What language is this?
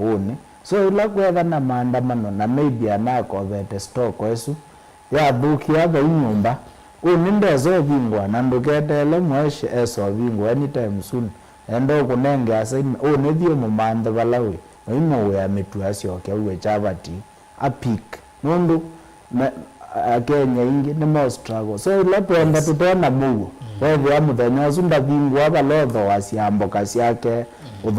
Kamba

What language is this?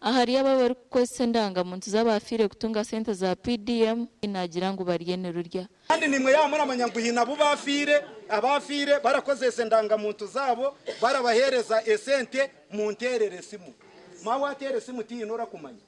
Nyankole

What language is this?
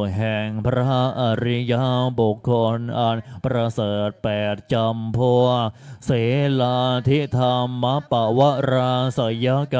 Thai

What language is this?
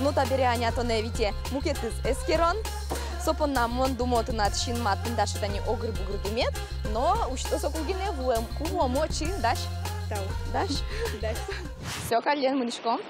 Udmurt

